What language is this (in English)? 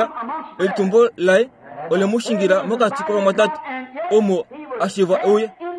Kuanyama